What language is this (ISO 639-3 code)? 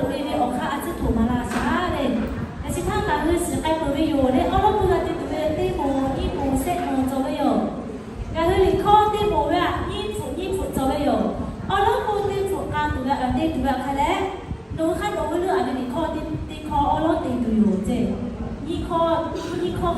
lhu